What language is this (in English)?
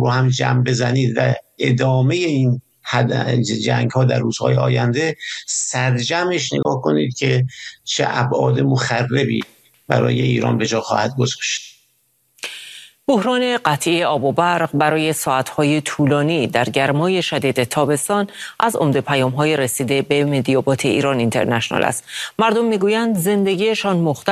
Persian